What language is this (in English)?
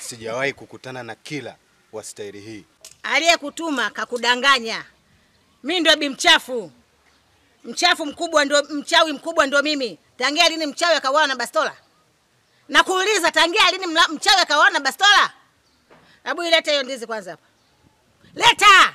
Swahili